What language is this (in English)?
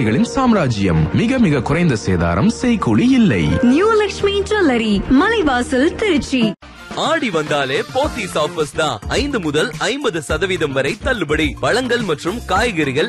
Tamil